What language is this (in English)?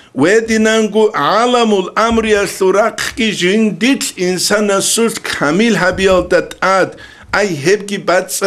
Avaric